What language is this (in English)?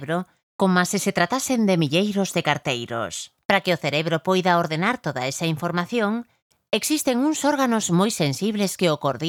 Galician